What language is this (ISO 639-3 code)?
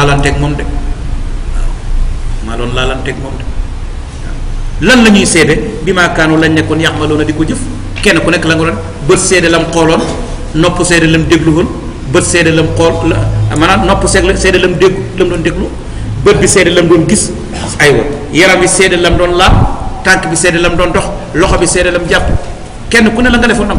wol